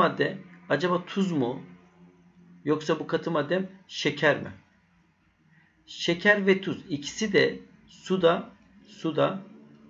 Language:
Turkish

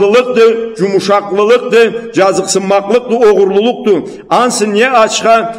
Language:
Karachay-Balkar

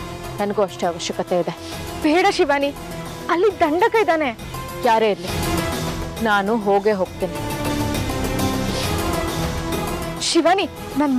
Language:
Kannada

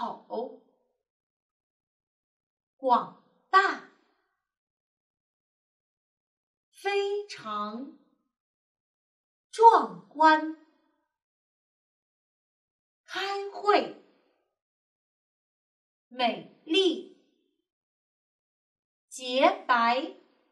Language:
Chinese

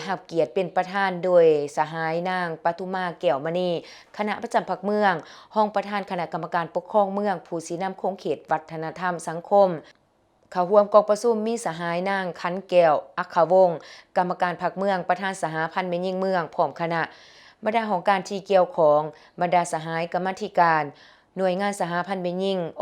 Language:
Lao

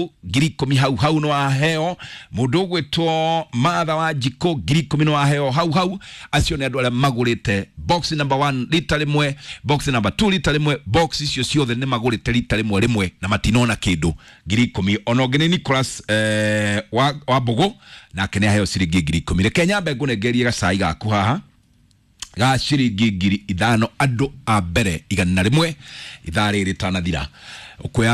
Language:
Kikuyu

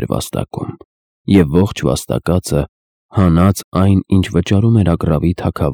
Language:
Armenian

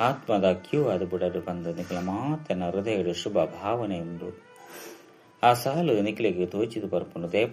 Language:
Tulu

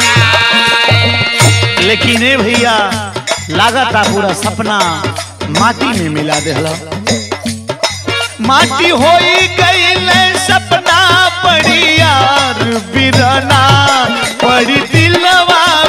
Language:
Bhojpuri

